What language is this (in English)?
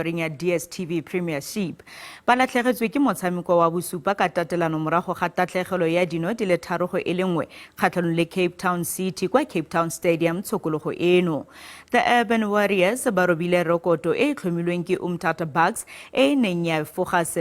Tswana